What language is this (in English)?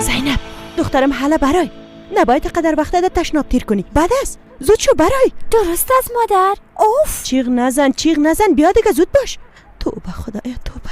Persian